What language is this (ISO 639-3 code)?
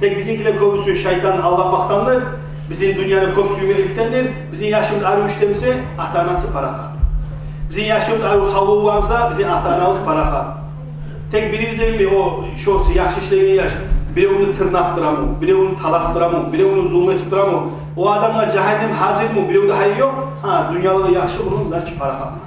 kum